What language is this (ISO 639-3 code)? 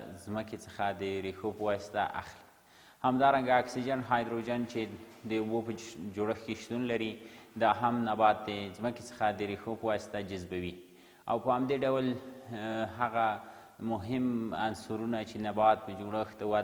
pus